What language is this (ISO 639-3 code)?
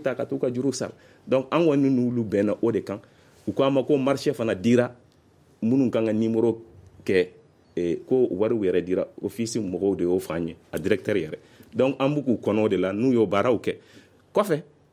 bam